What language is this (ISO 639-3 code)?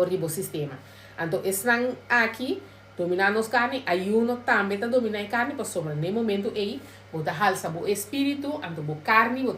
pap